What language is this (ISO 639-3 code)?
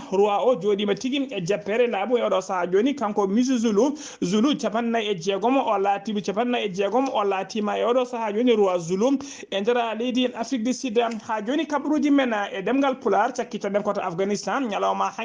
ful